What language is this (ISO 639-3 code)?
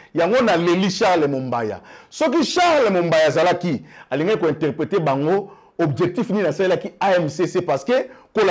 lin